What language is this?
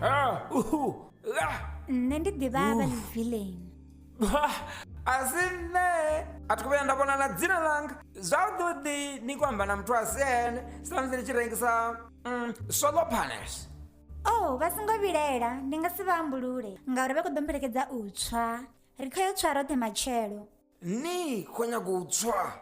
Venda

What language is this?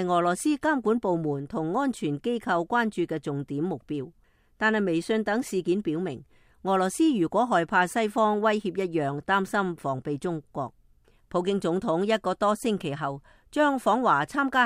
Cantonese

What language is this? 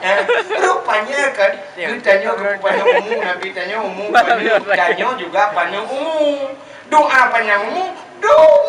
Achinese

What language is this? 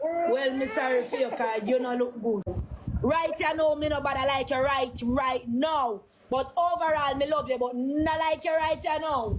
Jamaican Creole English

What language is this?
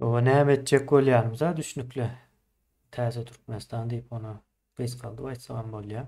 Turkmen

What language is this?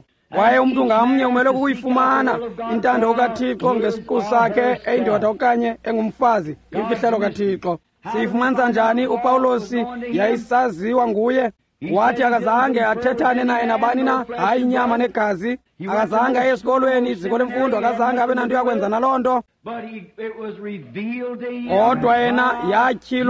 Xhosa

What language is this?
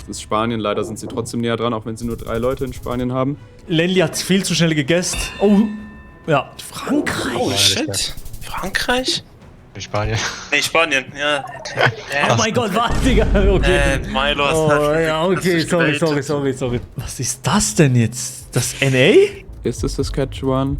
Swiss German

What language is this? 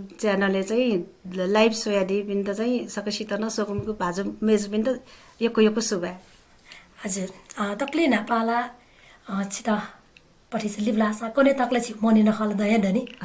Newari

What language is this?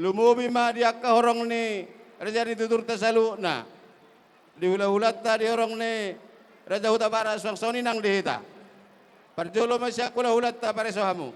Batak Toba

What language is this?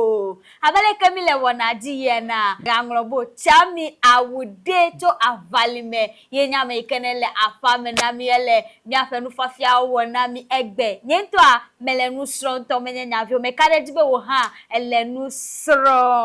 Ewe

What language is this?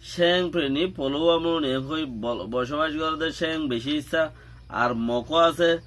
Rohingya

